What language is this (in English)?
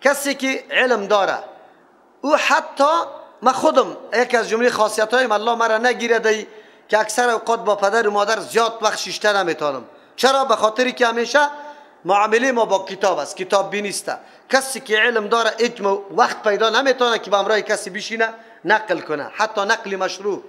Persian